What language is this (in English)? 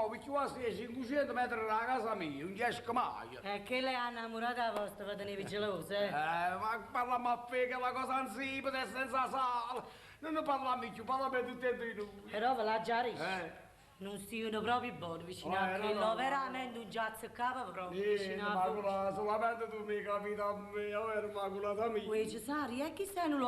Neapolitan